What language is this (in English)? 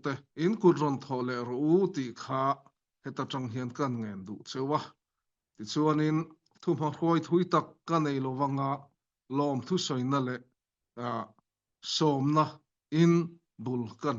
Falam Chin